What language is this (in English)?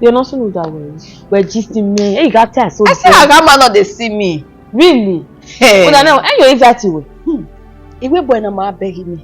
Bini